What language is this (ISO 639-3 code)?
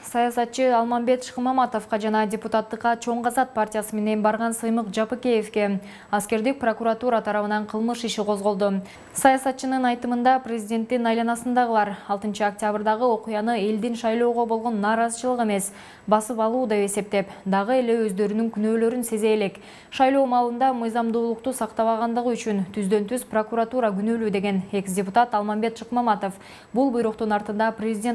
kir